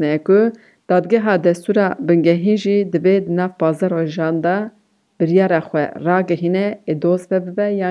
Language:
Kurdish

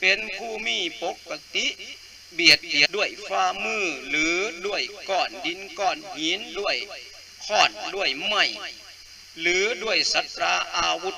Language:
Lao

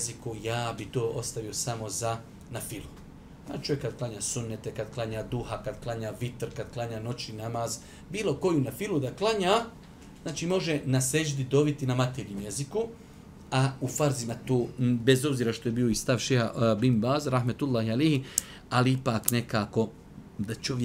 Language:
Bosnian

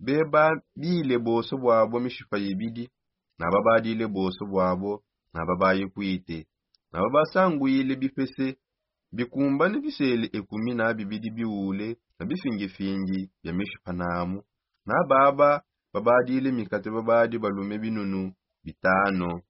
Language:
Songe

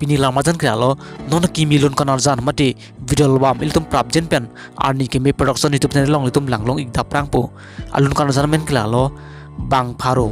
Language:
Karbi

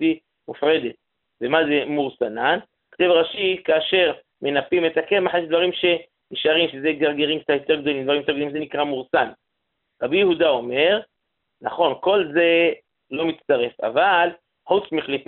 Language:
Hebrew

